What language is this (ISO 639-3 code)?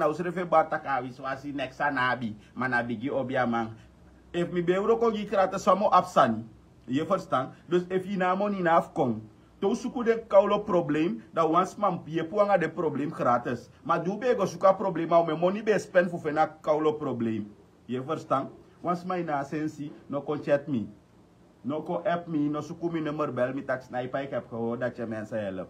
srn